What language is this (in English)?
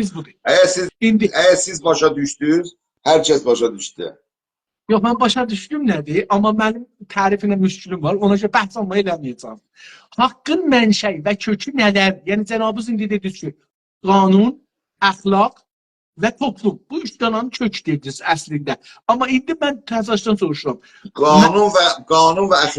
South Azerbaijani